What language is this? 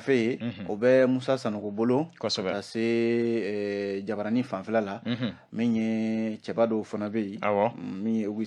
Bambara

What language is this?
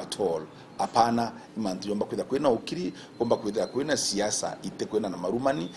Meru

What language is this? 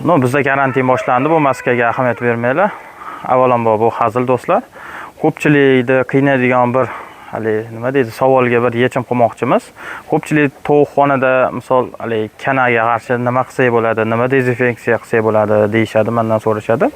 Uzbek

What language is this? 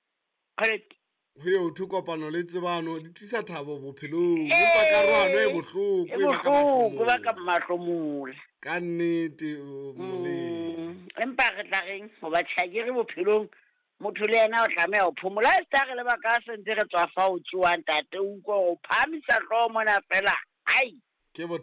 Southern Sotho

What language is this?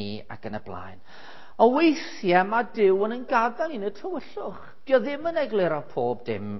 Welsh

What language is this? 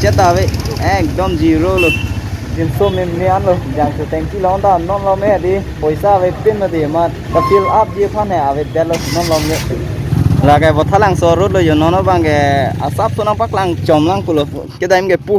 Karbi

